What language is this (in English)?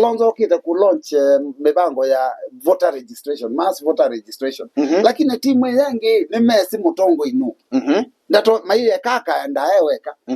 Kamba